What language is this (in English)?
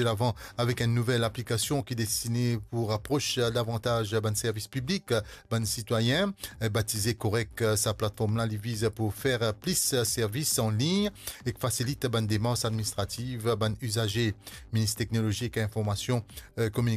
Morisyen